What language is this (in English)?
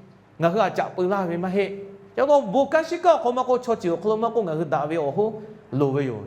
Lahu